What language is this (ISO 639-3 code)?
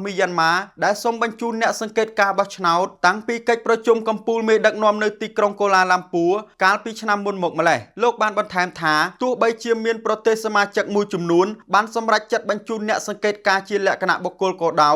khm